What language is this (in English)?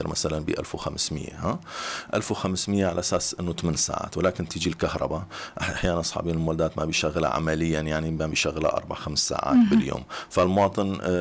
North Levantine Arabic